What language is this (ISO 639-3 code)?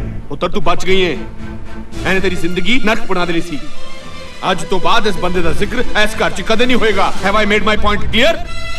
pan